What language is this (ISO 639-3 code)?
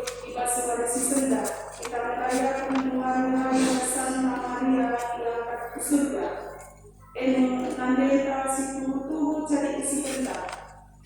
btx